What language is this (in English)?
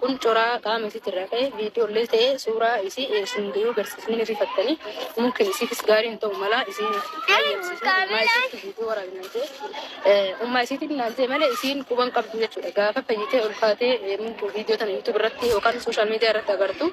Oromo